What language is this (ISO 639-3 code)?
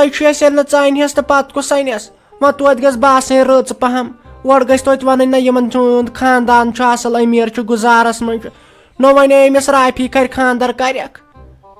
kas